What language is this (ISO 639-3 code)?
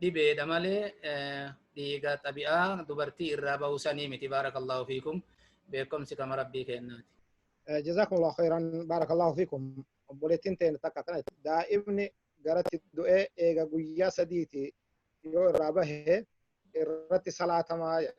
orm